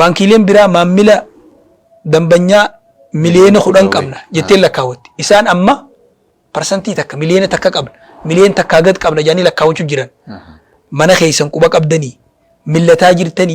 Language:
Oromo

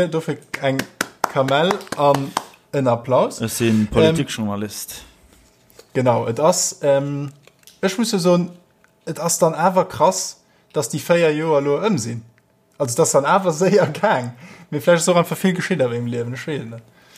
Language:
Luxembourgish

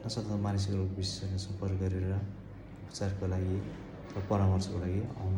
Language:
Nepali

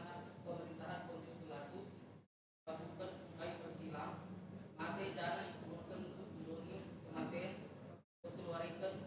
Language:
Batak Karo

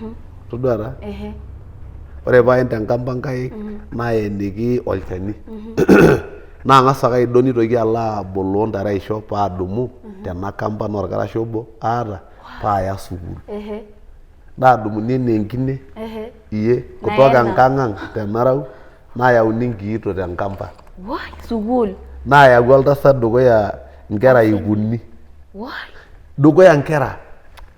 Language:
Masai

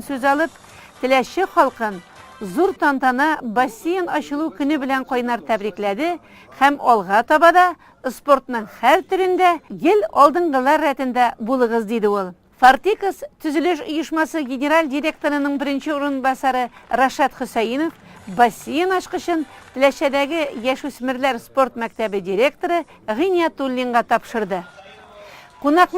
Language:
Tatar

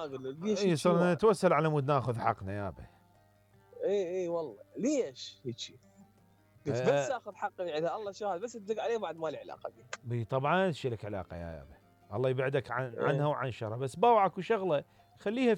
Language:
Mesopotamian Arabic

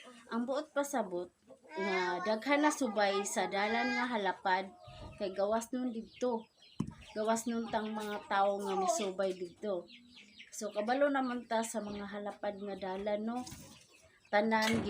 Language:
Cebuano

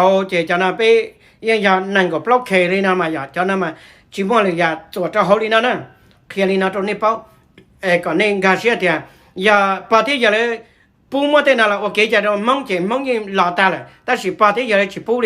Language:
Hmong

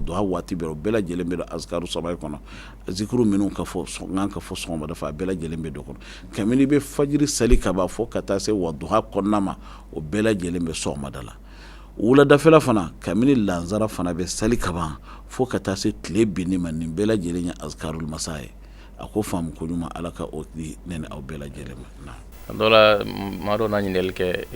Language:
Bambara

